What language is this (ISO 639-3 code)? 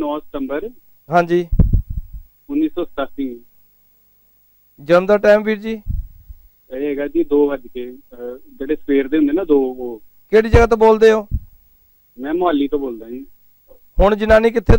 pan